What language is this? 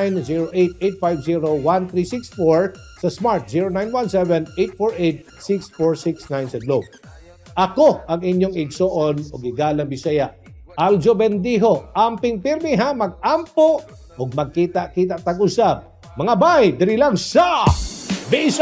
Cebuano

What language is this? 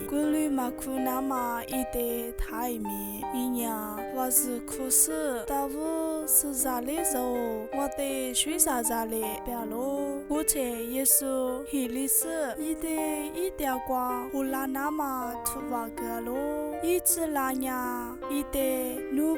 Lisu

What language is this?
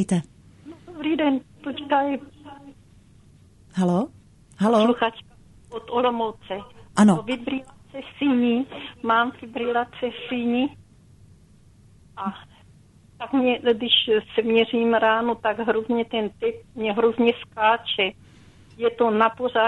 Czech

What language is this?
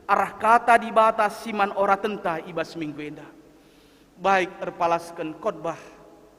Batak Karo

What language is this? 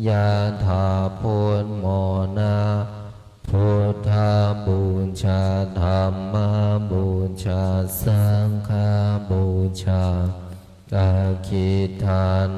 Pali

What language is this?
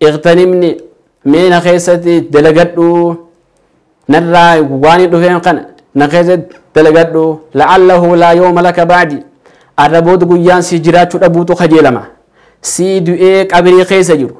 Oromo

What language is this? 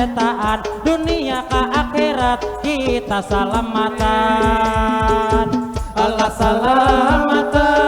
Banjar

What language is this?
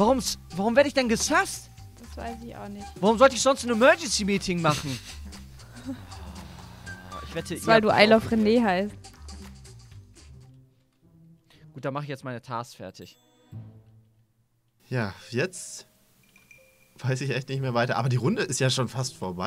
German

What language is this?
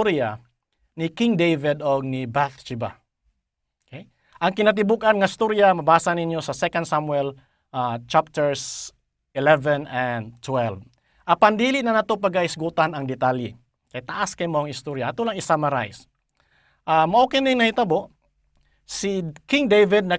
Cebuano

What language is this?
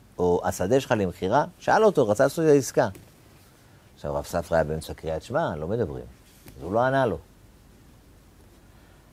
Hebrew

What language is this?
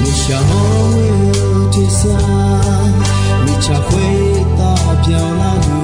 Akha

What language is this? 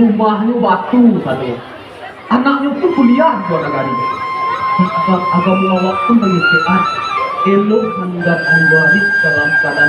Minangkabau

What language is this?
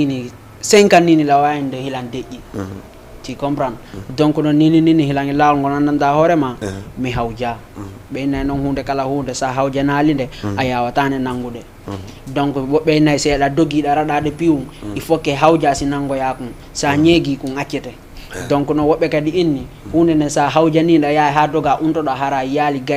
Fula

